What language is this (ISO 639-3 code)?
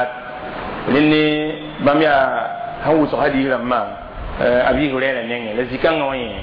mos